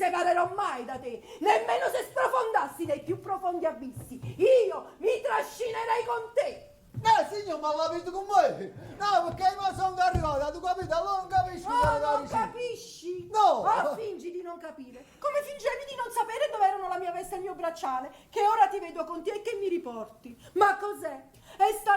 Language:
Neapolitan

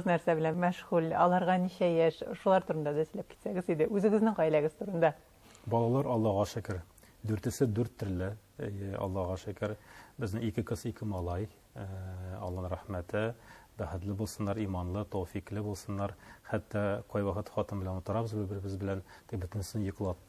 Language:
Tatar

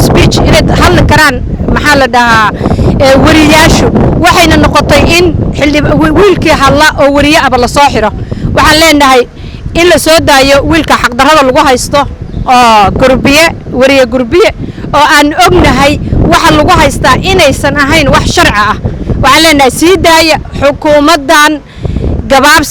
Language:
Somali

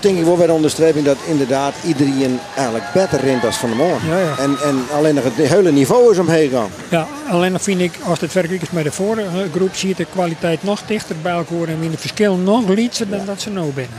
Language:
Western Frisian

